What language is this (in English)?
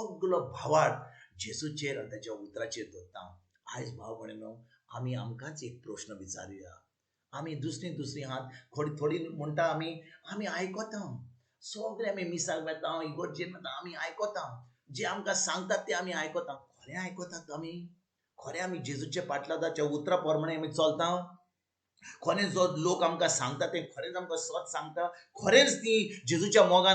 Konkani